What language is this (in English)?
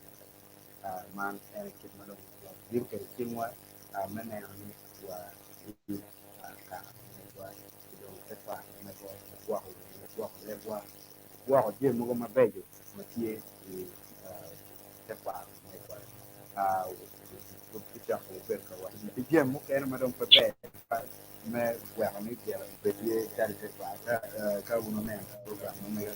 Acoli